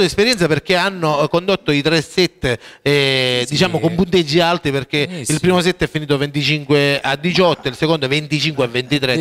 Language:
Italian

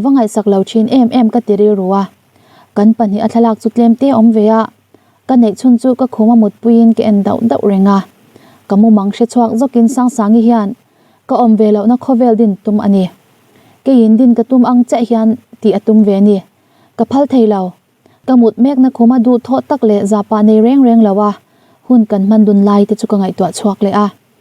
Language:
Mizo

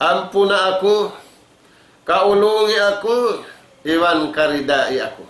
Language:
Tausug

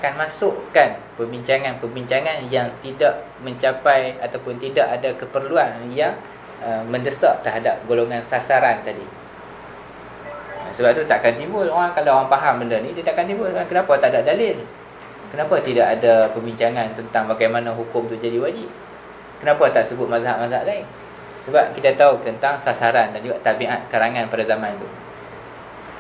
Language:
Malay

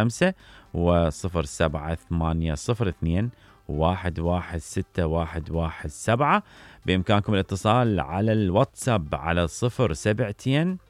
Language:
Mesopotamian Arabic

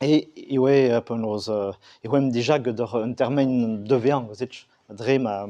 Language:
Breton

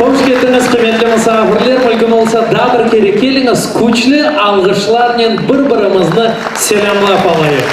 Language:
Crimean Tatar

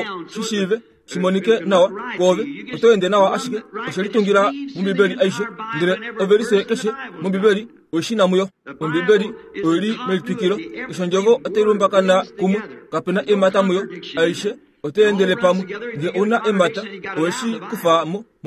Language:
Kuanyama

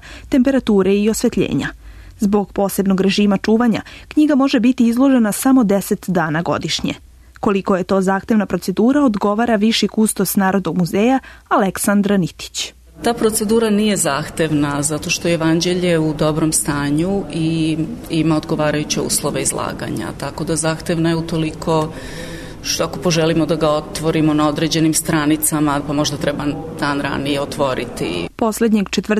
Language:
Serbian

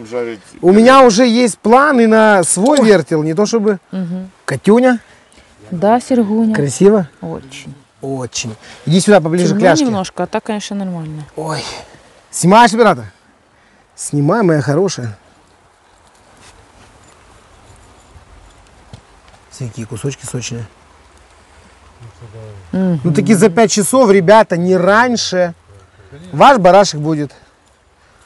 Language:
Russian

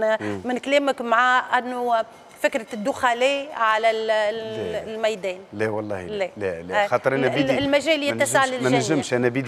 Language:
Tunisian Arabic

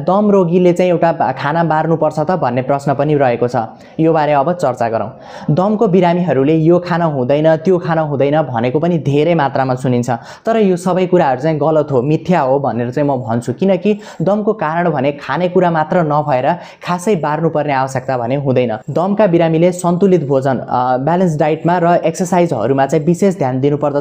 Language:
Nepali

